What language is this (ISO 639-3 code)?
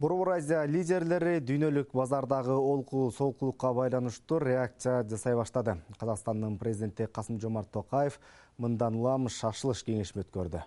kir